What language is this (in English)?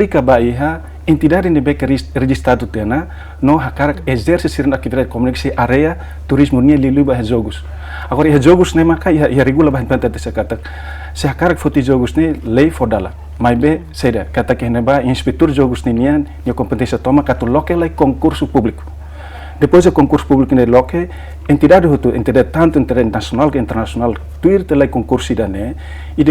Tetum